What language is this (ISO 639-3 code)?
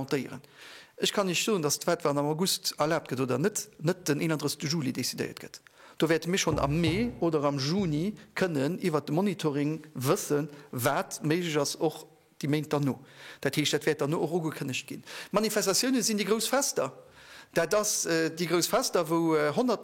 ltz